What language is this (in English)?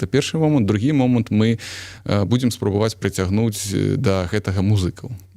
Belarusian